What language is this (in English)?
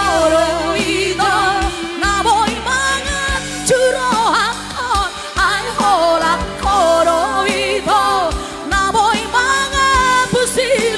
Batak Toba